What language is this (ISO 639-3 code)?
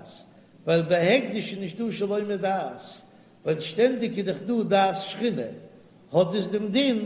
yid